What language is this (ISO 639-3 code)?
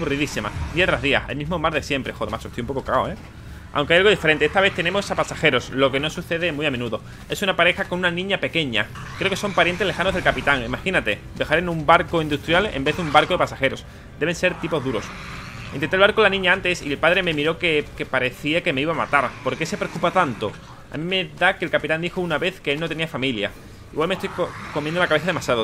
spa